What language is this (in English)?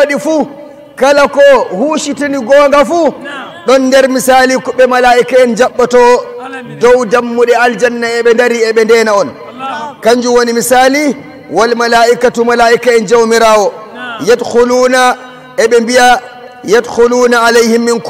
Nigerian Fulfulde